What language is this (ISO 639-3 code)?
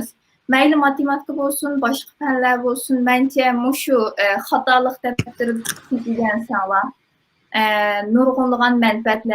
uig